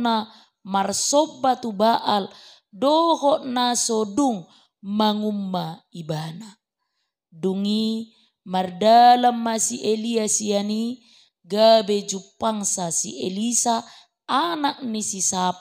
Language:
Batak Toba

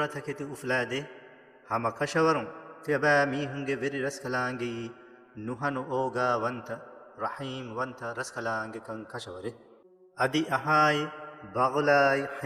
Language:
Divehi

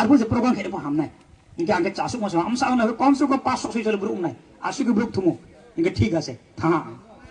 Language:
Riang (India)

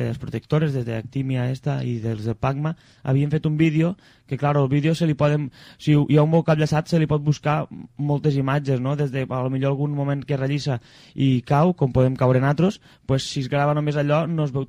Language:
Catalan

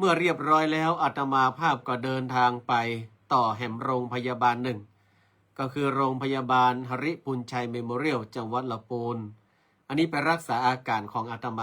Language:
Northern Thai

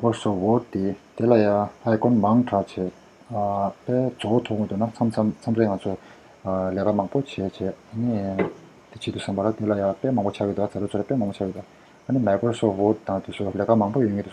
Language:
Tibetan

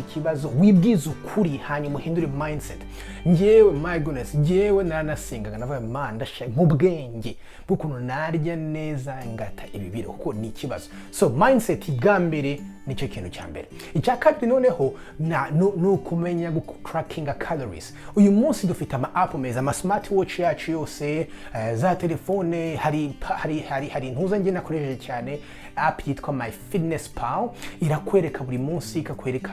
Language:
Kinyarwanda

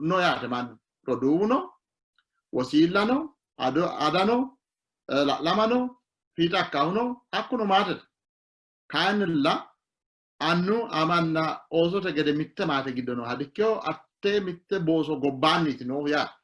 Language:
Sidamo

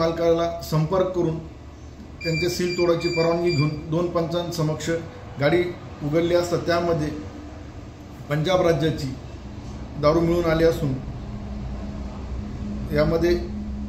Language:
Marathi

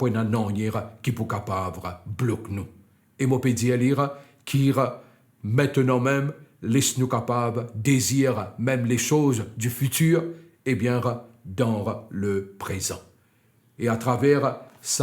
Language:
Morisyen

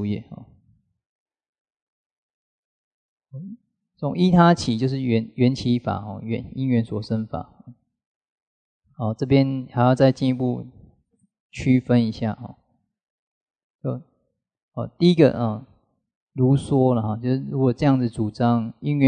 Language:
Chinese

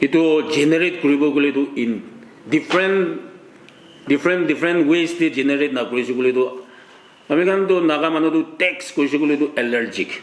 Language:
Naga Pidgin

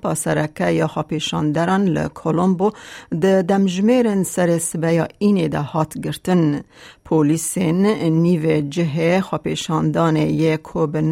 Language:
Kurdish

